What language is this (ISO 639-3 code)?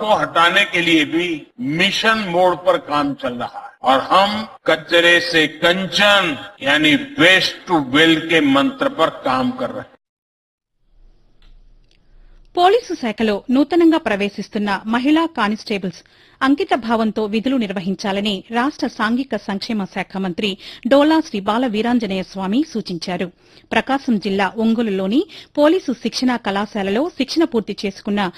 tel